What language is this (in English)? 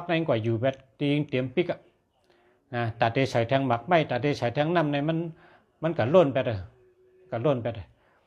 Shan